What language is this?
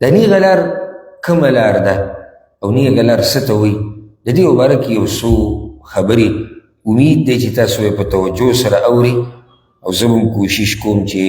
Pashto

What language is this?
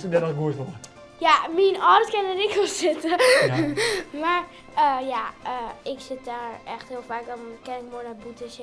Western Frisian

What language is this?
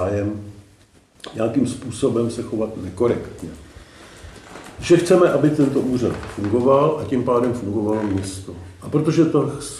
Czech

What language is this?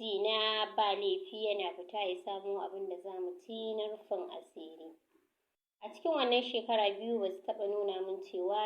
Hausa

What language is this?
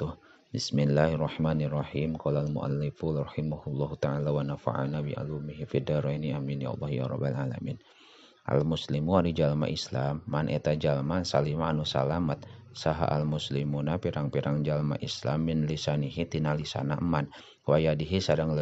Sundanese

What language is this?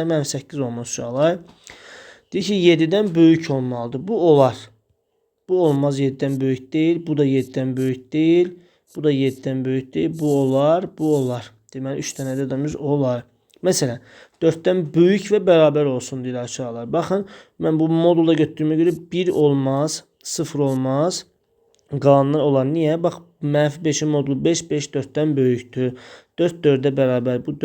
Azerbaijani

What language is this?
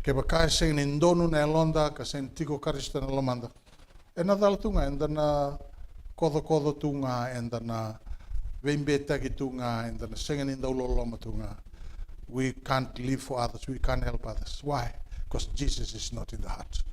Fijian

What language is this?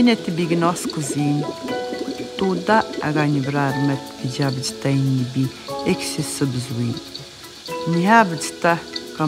Atikamekw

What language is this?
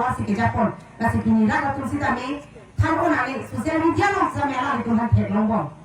Karbi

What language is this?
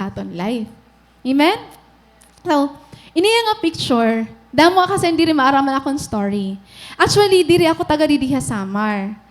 Waray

